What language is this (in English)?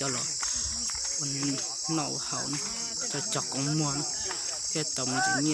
Hmong